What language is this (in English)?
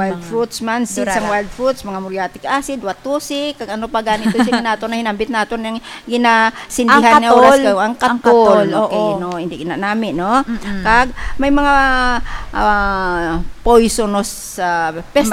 Hiligaynon